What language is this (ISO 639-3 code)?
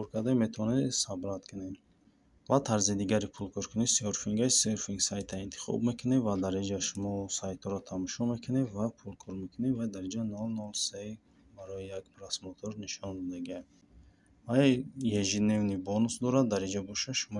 tgk